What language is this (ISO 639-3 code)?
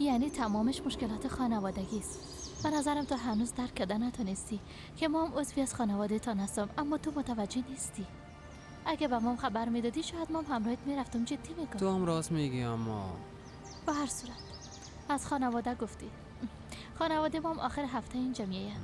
fas